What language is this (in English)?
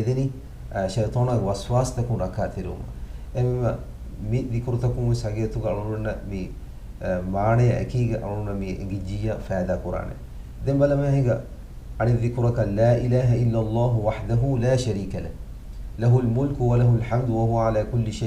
Divehi